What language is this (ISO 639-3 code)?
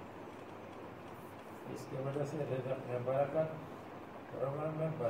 urd